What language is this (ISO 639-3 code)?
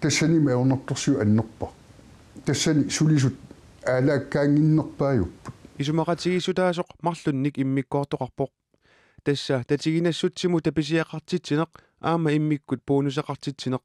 kal